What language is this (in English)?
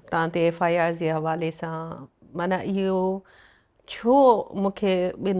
Sindhi